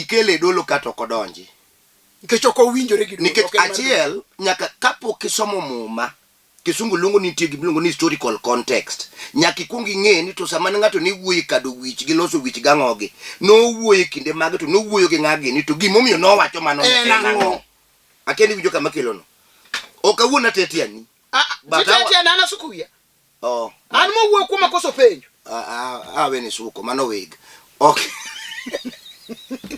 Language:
Luo (Kenya and Tanzania)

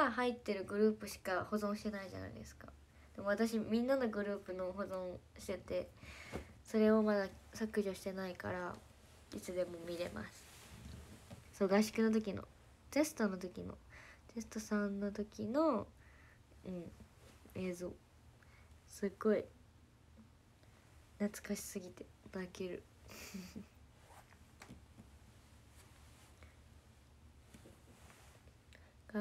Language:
Japanese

